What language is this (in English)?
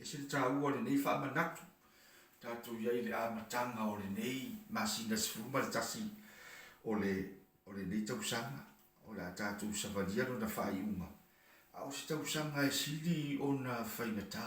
Samoan